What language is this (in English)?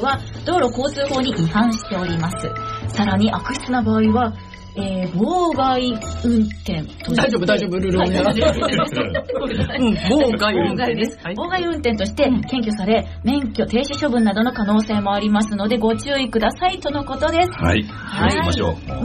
Japanese